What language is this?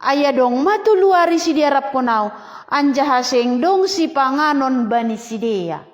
Batak Simalungun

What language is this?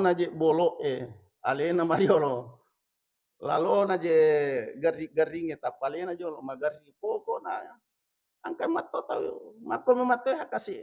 Buginese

